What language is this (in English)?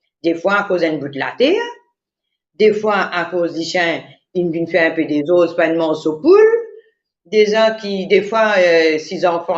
Morisyen